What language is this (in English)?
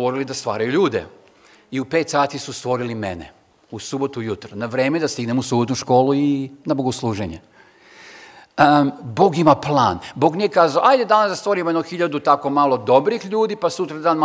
Serbian